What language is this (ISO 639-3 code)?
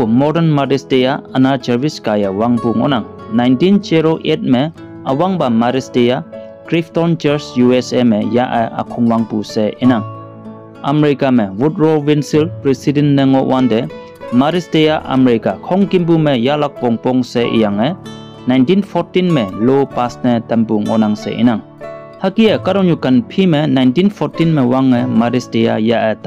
nbe